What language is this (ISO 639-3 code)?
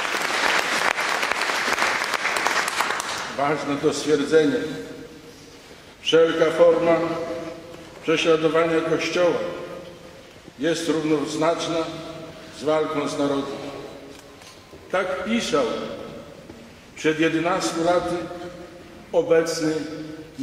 pol